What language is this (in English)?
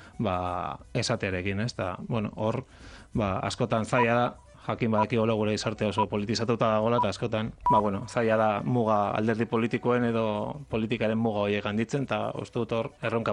Basque